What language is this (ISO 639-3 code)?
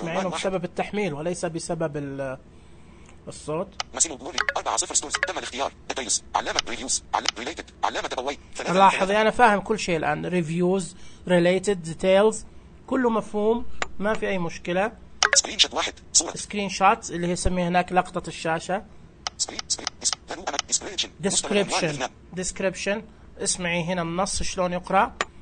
ars